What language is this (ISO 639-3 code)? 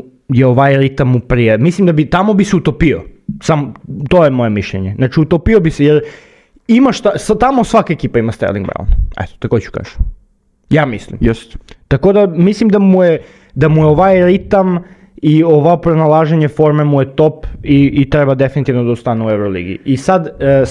srp